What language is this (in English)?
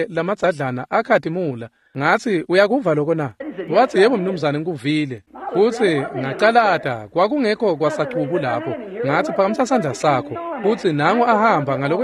Swati